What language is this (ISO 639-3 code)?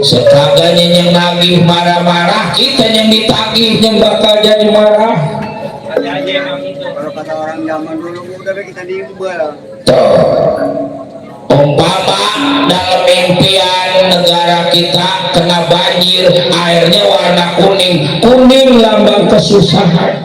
bew